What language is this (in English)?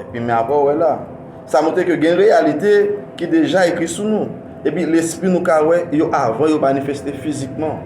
Haitian Creole